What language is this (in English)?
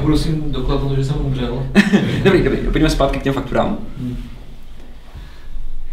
Czech